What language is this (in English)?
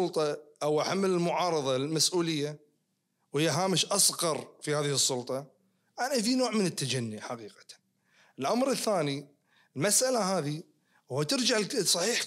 Najdi Arabic